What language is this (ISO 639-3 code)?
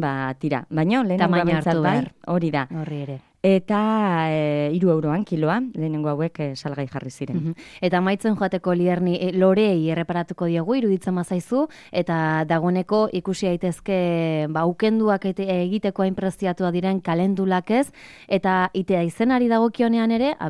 eus